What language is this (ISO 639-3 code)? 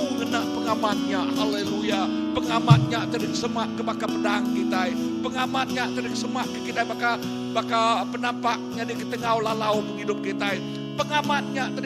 iba